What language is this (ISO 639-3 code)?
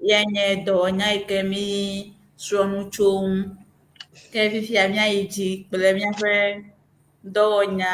ewe